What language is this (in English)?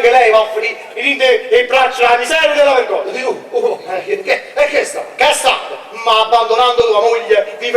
Neapolitan